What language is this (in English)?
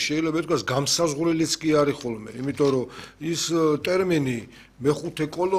Georgian